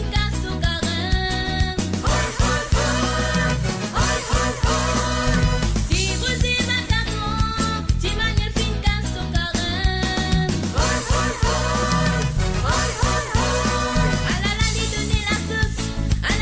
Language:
Morisyen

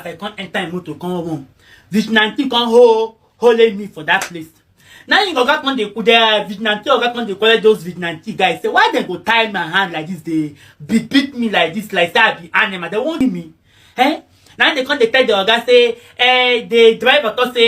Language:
Nigerian Pidgin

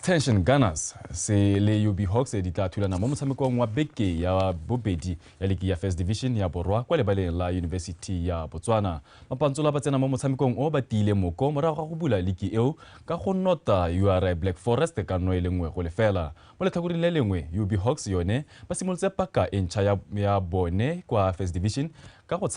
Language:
Tswana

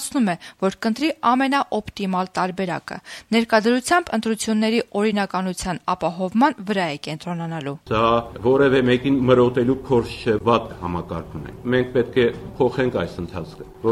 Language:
Armenian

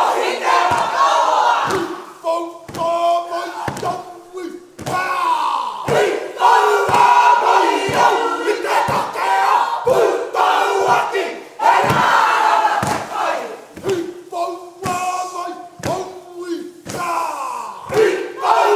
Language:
Māori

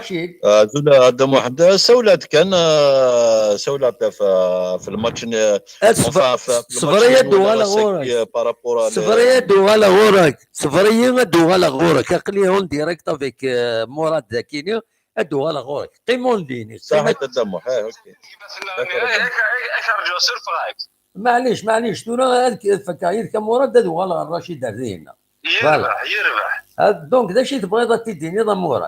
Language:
Kabyle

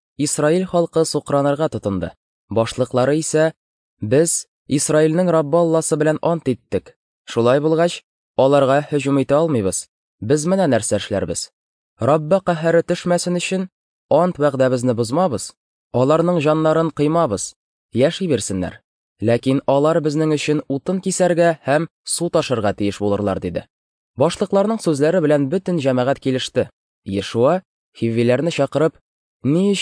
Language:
Tatar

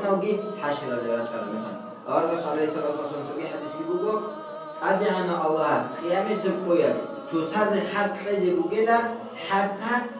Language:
Avaric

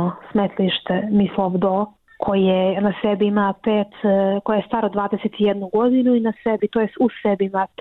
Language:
Bosnian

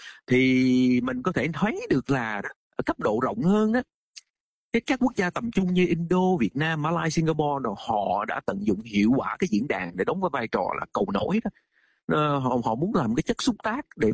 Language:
Vietnamese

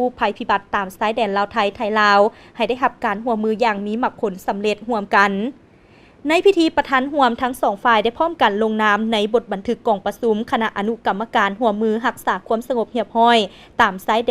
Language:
Lao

